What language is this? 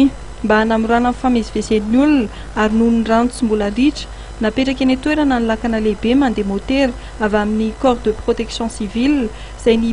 Malagasy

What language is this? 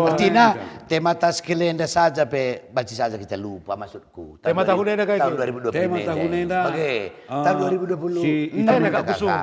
Batak Karo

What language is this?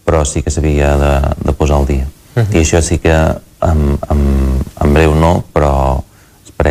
Catalan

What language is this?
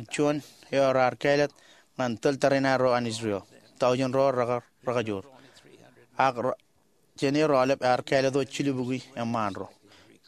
Marshallese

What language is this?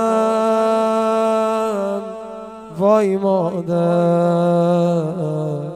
Persian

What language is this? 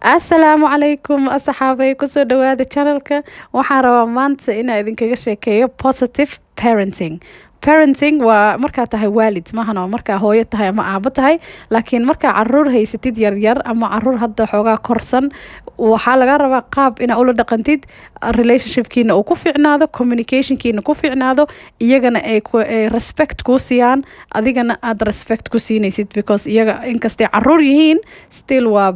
Somali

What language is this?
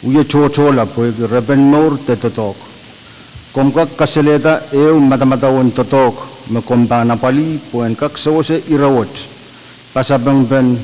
Pohnpeian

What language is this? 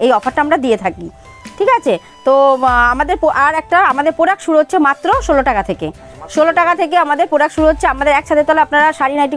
Bangla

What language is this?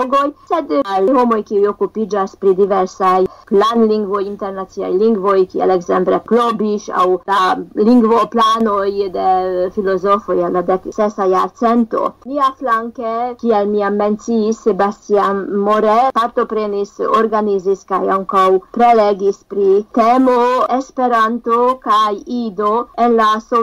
Esperanto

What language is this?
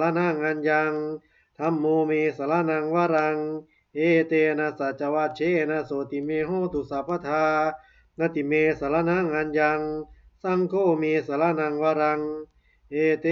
Pali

